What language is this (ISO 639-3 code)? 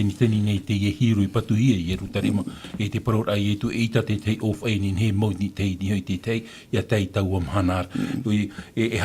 tah